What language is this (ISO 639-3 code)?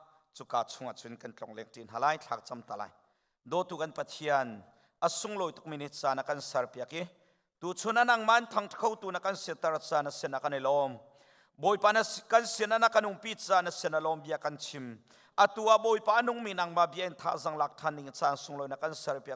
cnh